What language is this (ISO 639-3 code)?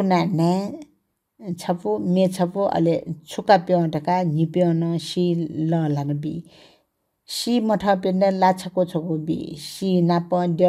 new